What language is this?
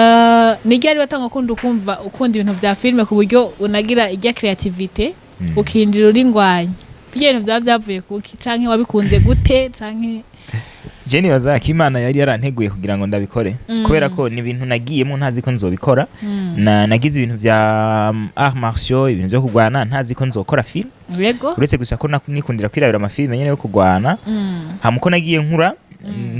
Rundi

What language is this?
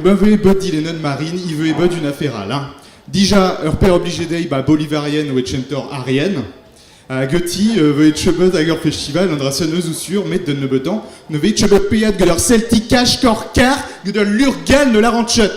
Breton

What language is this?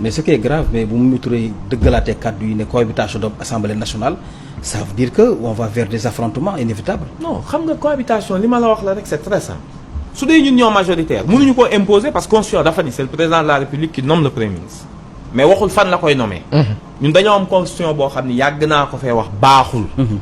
Wolof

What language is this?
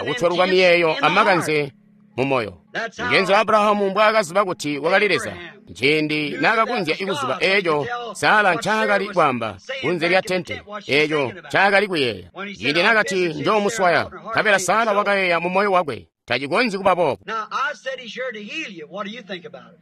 Tonga (Zambia)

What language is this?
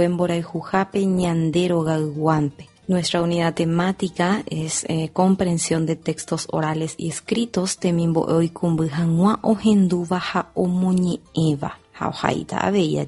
Guarani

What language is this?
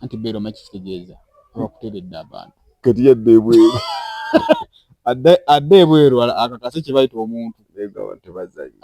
Ganda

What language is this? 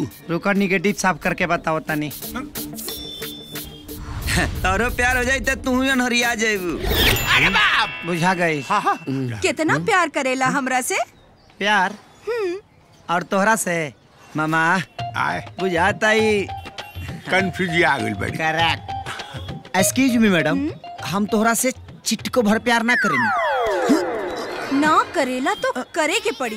Bhojpuri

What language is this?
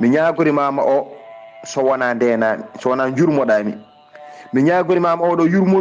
Fula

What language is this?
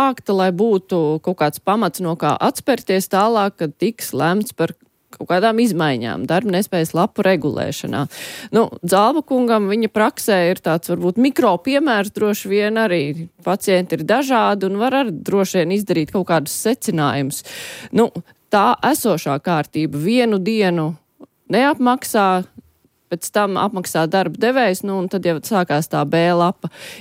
Latvian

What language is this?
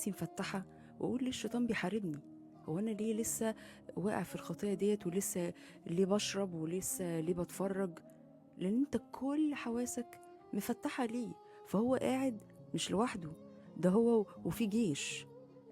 Egyptian Arabic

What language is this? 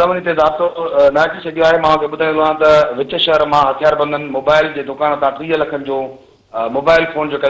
Sindhi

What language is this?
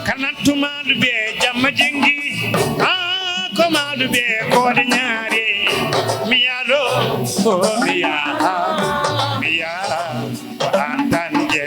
Fula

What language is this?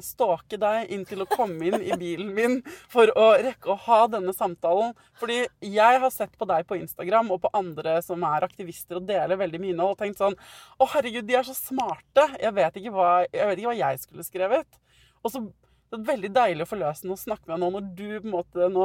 Norwegian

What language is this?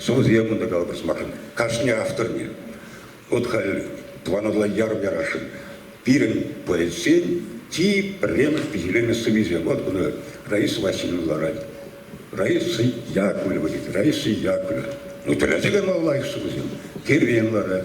Chuvash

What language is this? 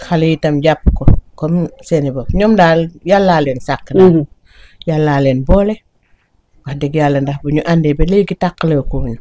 Wolof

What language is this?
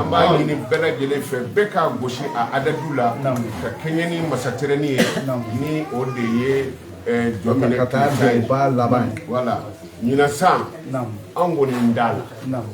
Bambara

